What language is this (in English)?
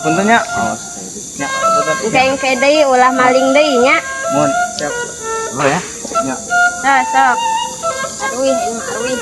Sundanese